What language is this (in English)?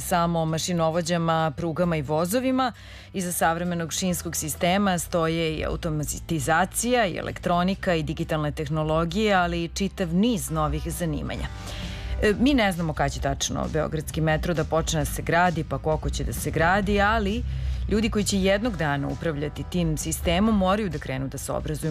Serbian